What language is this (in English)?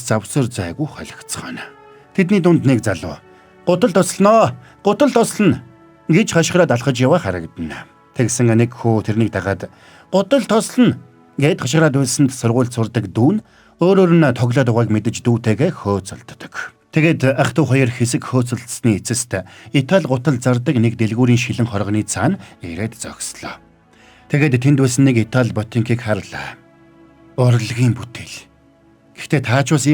Mongolian